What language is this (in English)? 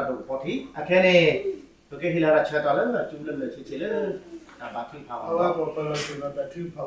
S'gaw Karen